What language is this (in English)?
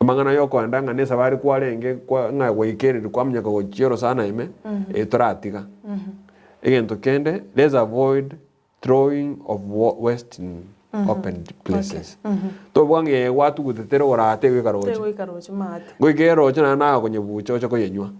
Gusii